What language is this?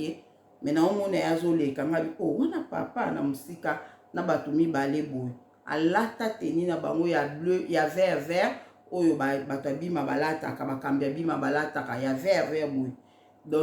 Lingala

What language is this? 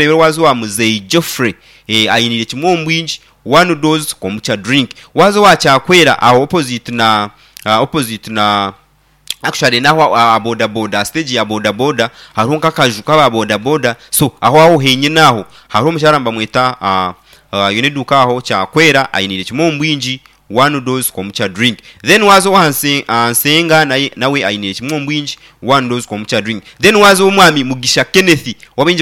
Nyankole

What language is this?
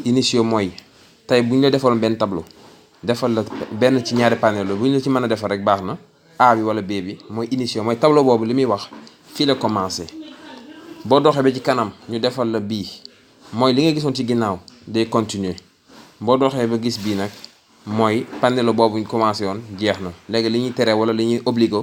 Wolof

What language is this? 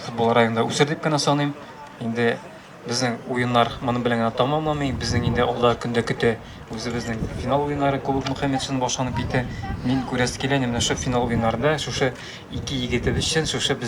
Tatar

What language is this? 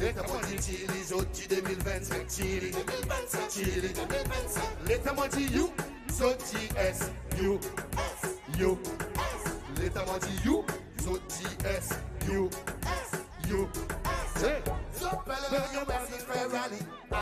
Seselwa Creole French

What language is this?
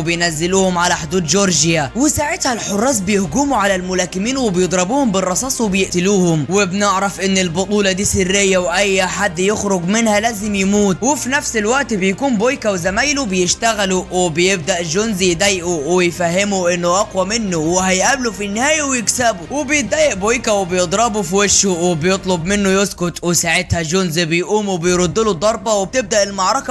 Egyptian Arabic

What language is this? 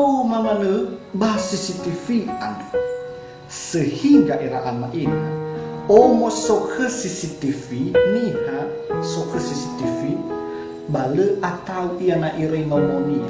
Nias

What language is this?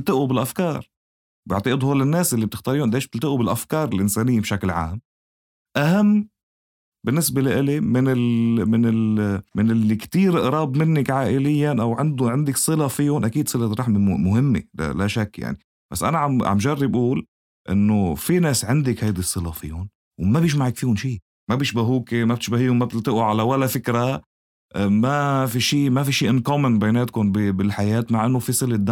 North Levantine Arabic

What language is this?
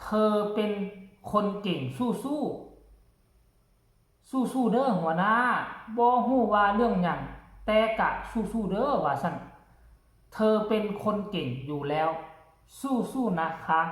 Northeastern Thai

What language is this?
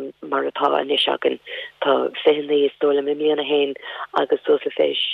Irish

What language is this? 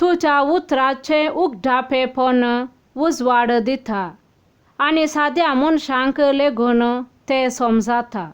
Konkani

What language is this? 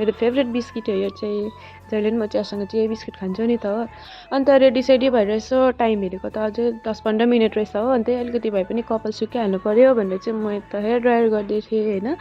Nepali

